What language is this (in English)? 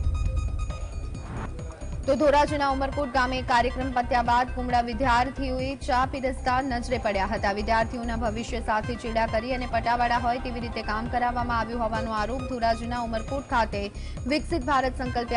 Gujarati